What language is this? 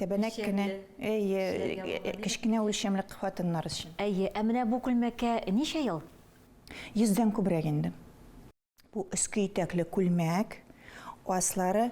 Tatar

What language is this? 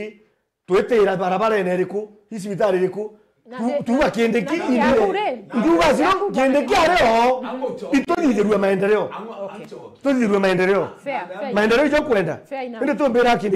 Meru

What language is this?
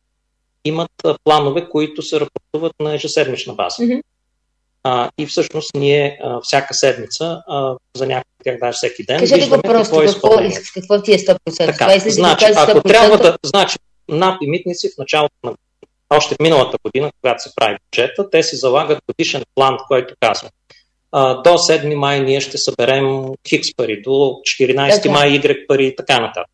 Bulgarian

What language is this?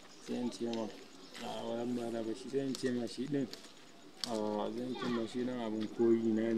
Hausa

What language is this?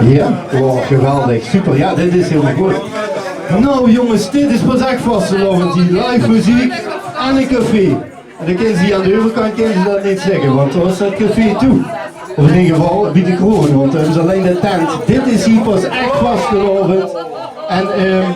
Limburgish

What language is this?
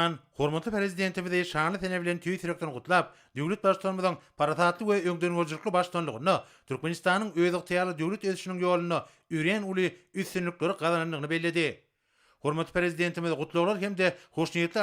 Turkmen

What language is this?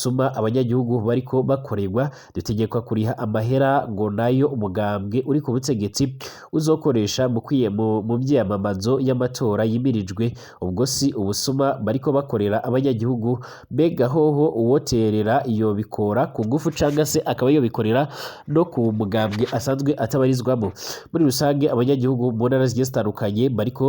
Rundi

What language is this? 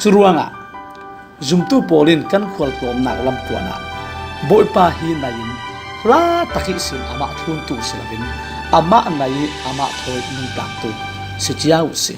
Falam Chin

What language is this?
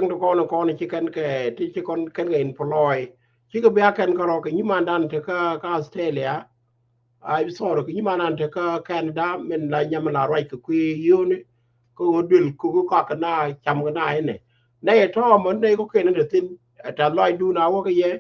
Nuer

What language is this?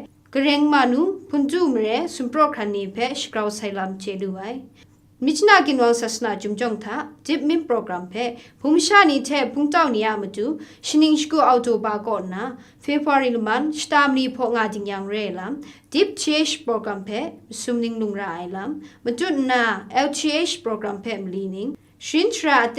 Kachin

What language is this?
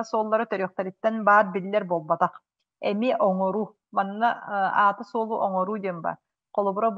Yakut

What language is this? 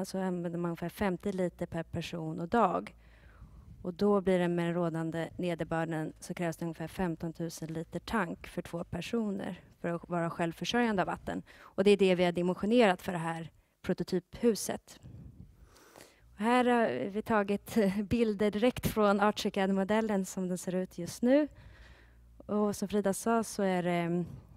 Swedish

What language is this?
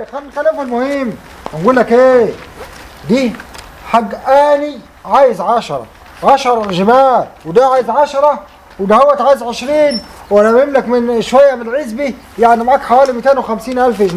Egyptian Arabic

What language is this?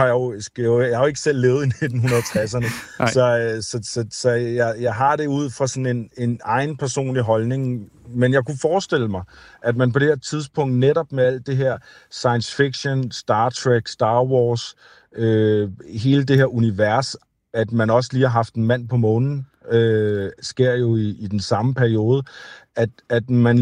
Danish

